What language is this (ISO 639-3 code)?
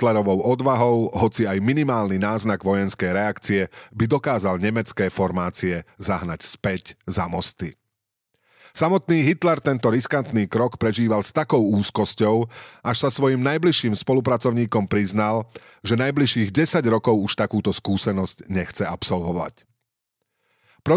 slk